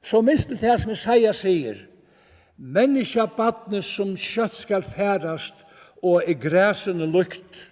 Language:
Faroese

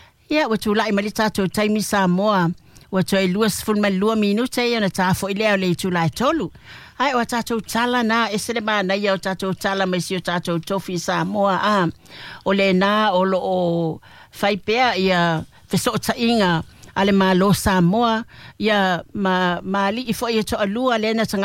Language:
Samoan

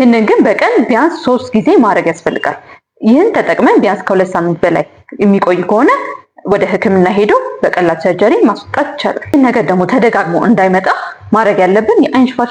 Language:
Amharic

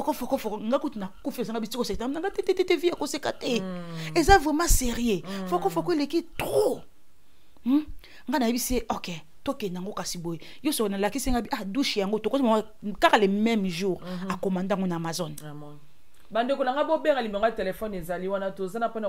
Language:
Lingala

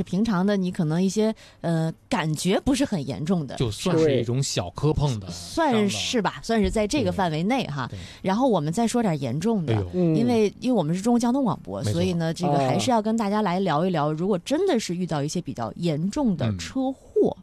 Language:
Chinese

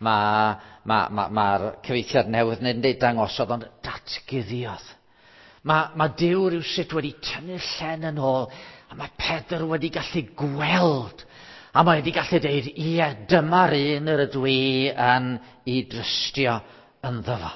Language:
Welsh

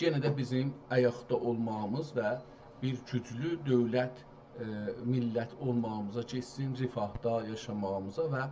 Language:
South Azerbaijani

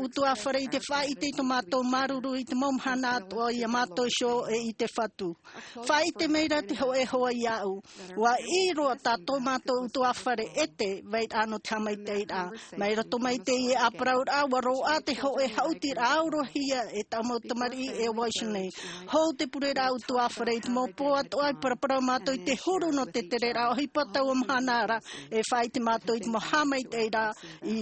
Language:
Tahitian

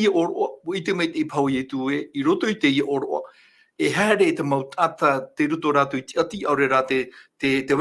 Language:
Tahitian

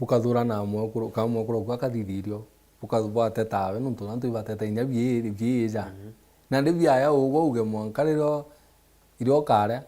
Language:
Meru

